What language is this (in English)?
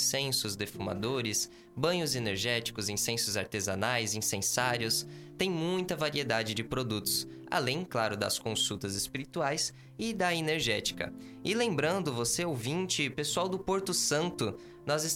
Portuguese